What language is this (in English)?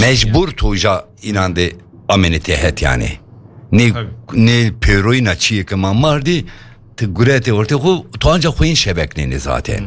Kurdish